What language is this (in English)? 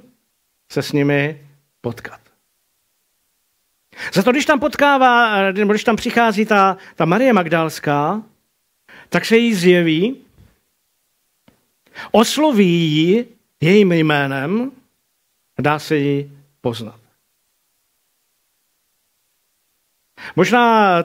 Czech